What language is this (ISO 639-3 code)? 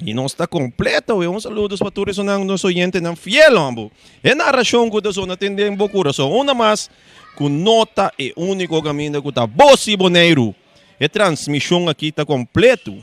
pap